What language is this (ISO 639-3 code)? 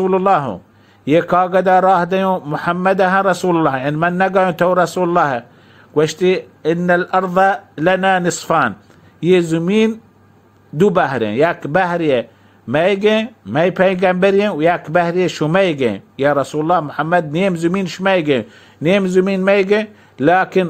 bal